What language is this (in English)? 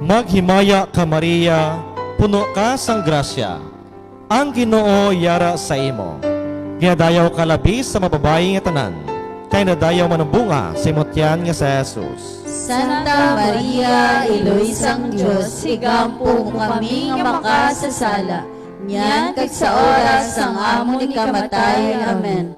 Hiligaynon